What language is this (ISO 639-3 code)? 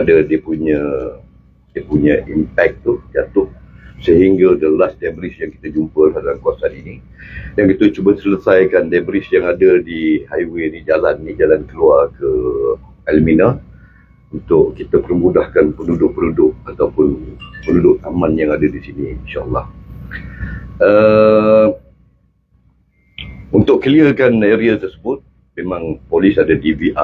msa